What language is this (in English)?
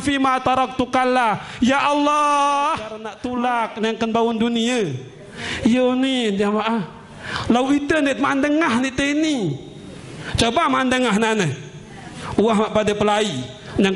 Sasak